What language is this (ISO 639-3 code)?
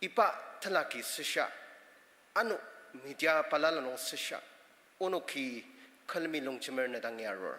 njo